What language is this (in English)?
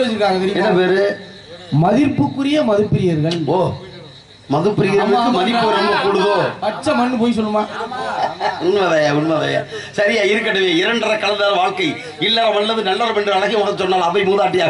Tamil